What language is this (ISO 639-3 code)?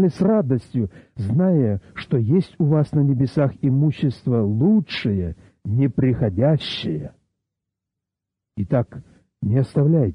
rus